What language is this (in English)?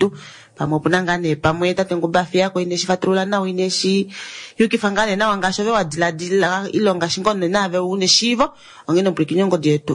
Kuanyama